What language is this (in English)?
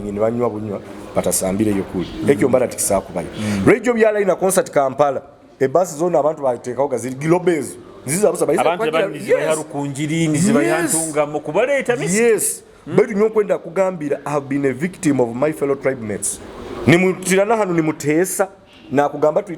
Nyoro